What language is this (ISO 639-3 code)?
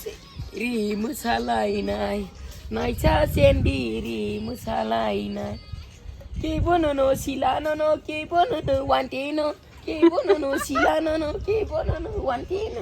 trp